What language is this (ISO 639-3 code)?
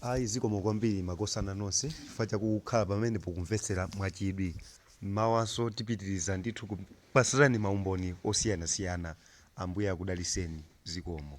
nya